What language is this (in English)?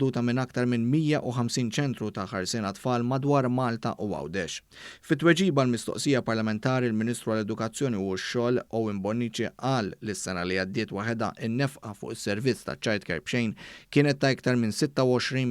Maltese